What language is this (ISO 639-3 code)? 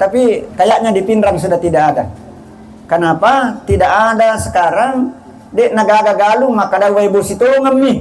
bug